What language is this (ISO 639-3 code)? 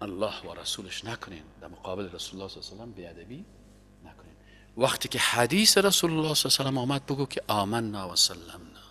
fas